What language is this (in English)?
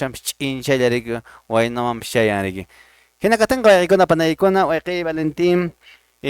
Quechua